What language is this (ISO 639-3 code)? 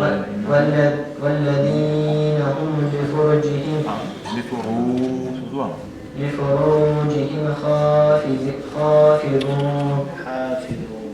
kum